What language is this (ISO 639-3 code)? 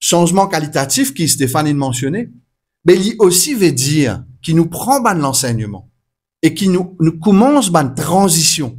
mfe